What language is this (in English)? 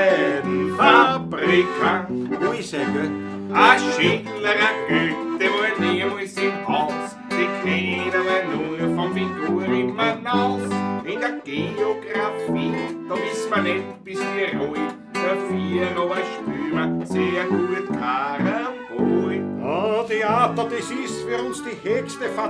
Bavarian